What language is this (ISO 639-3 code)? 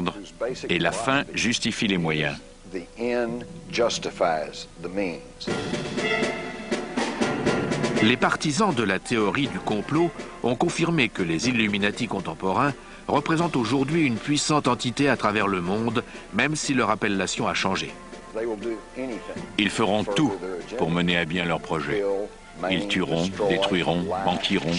fra